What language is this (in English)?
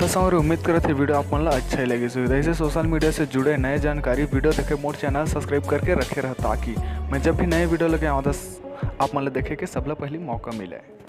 Chhattisgarhi